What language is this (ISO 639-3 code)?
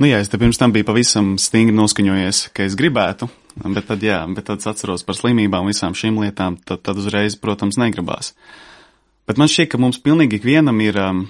lav